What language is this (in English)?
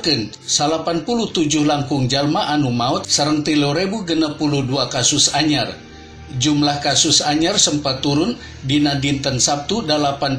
Sundanese